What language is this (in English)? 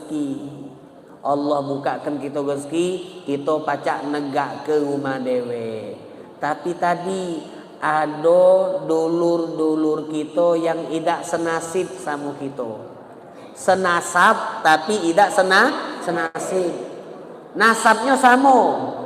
Musi